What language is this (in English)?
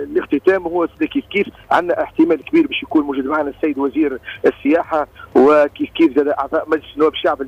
Tunisian Arabic